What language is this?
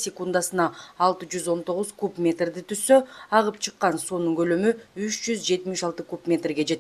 Kyrgyz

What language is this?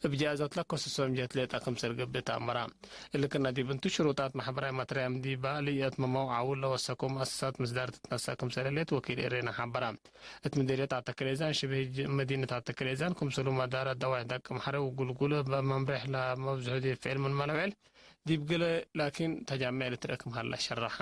Tigre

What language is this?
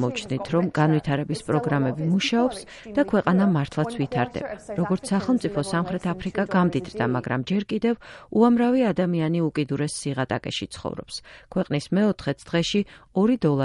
Georgian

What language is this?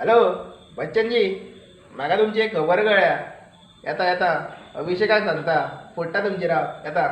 Konkani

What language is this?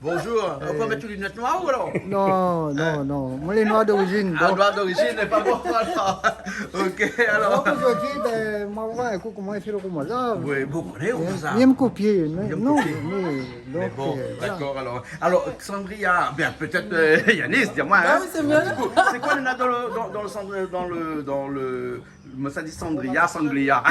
Réunion Creole French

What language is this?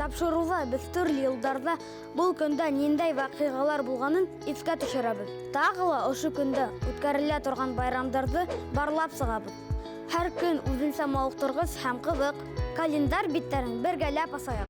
Bashkir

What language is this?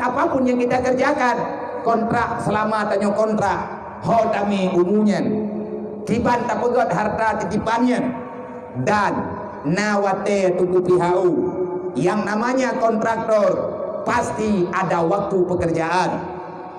Achinese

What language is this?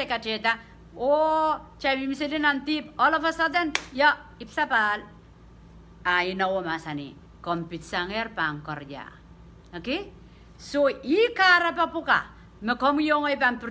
Pohnpeian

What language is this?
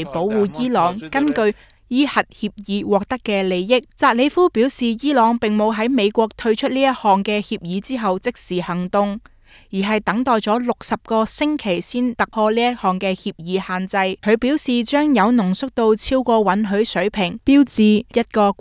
Cantonese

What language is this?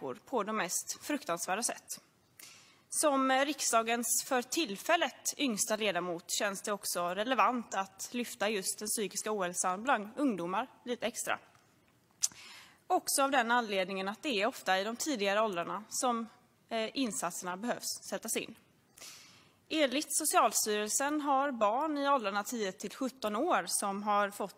Swedish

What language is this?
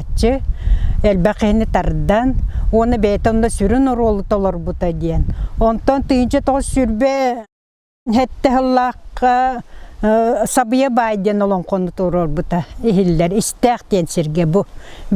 Yakut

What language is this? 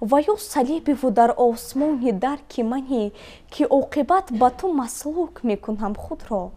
Tajik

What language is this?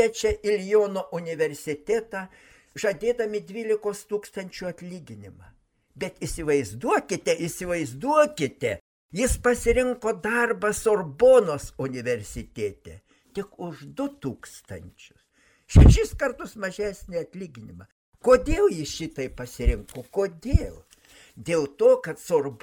Lithuanian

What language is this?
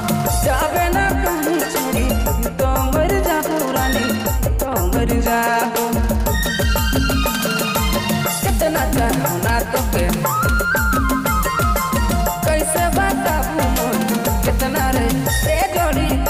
Sadri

